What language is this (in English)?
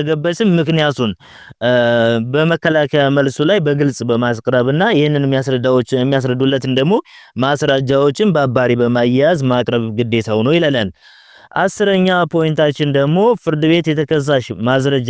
Amharic